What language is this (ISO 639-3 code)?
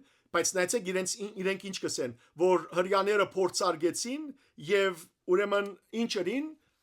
hyw